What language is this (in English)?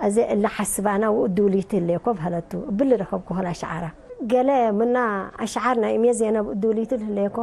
Tigre